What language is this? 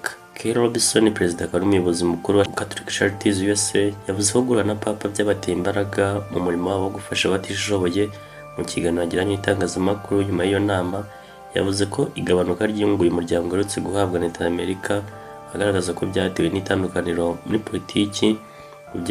Kinyarwanda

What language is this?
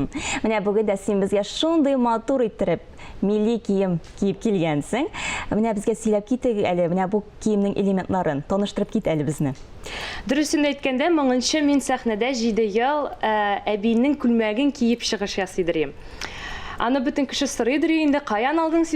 Tatar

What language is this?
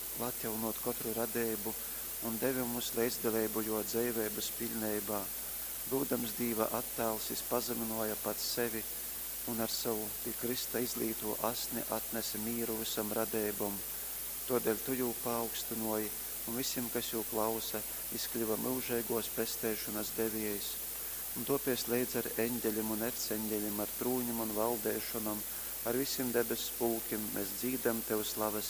Latgalian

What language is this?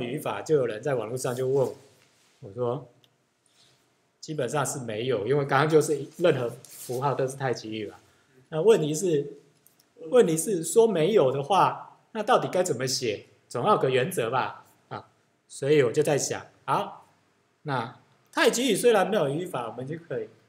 Chinese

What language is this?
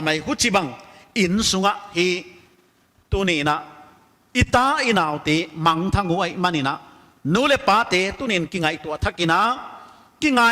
Paite Chin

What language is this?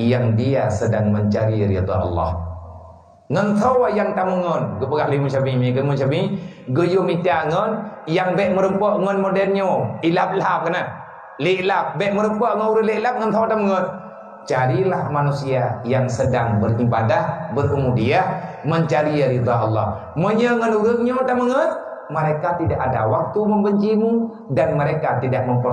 Achinese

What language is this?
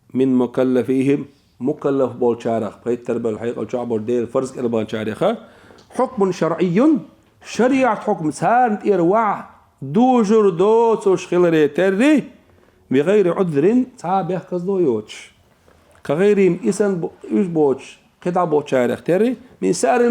Chechen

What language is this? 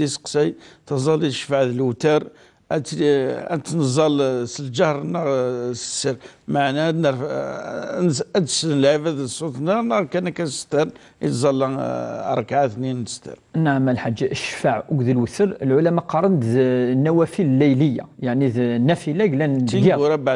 Kabyle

